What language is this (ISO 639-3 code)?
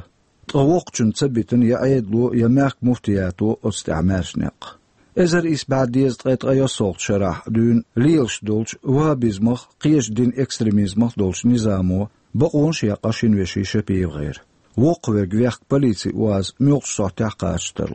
che